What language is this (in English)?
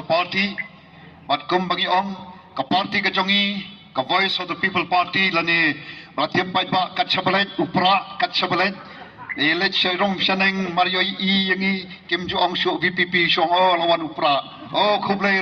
Khasi